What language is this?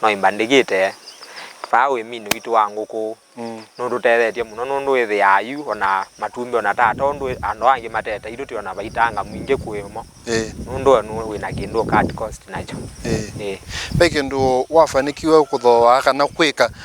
Kamba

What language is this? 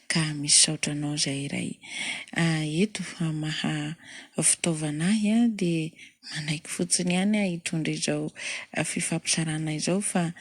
Malagasy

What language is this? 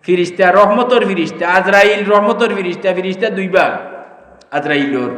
Sylheti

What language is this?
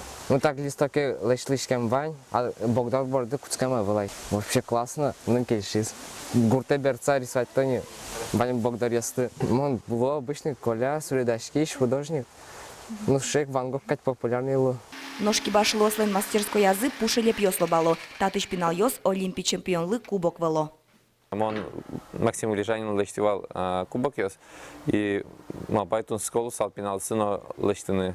Udmurt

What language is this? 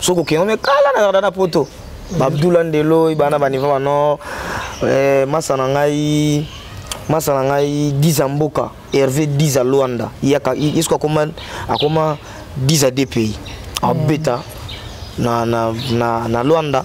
Lingala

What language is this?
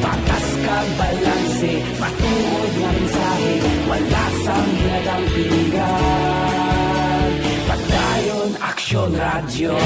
Hiligaynon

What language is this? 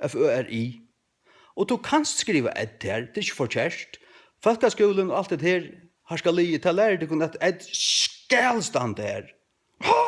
Faroese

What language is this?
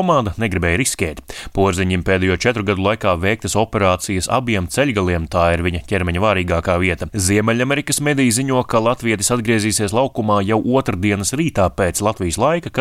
Latvian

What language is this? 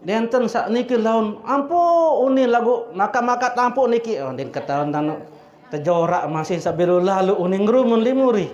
Sasak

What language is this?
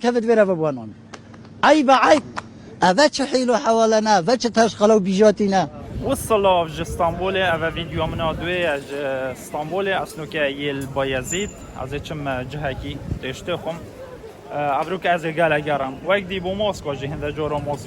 Kurdish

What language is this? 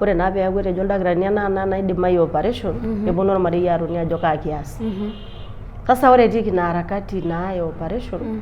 Masai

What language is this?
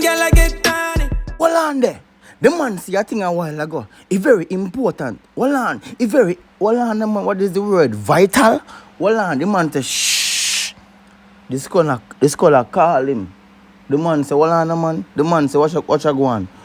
Jamaican Creole English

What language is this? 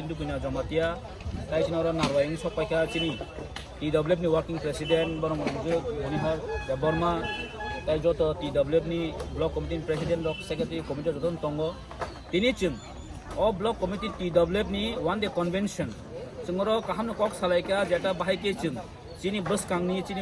Kok Borok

